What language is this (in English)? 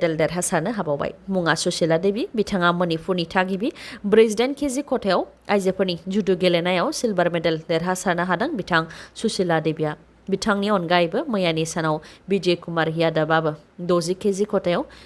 Bodo